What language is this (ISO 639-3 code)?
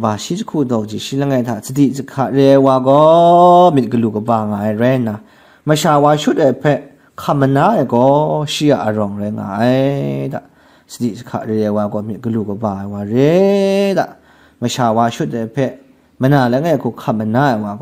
kac